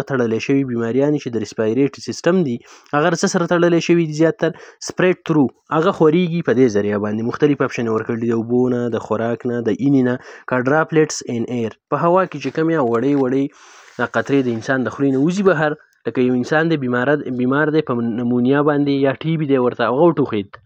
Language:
Pashto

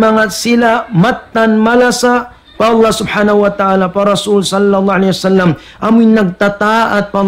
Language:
Tausug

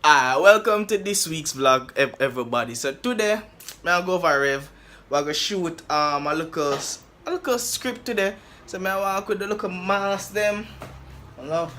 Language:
Jamaican Creole English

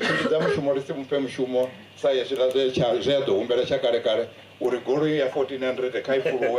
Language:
Venda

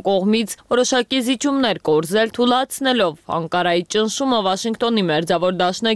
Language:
Armenian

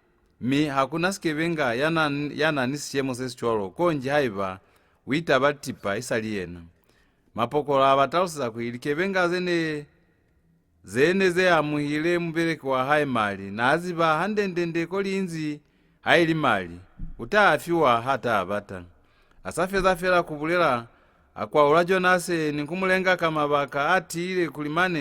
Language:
Lozi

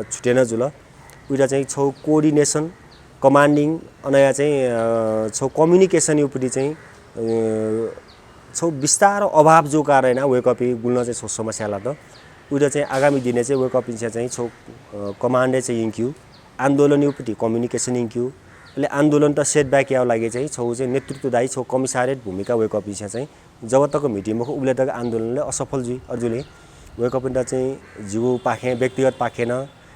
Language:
Newari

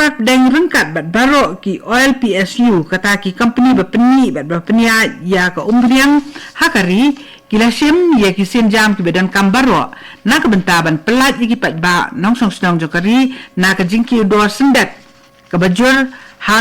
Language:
Khasi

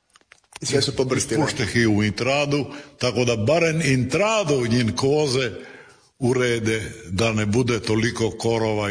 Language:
Croatian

